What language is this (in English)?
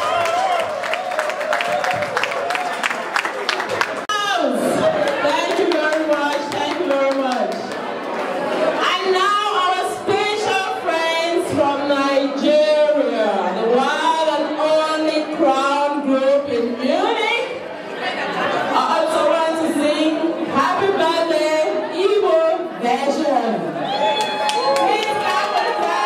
English